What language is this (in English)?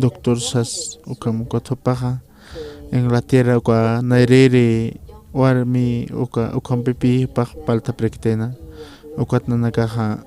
Aymara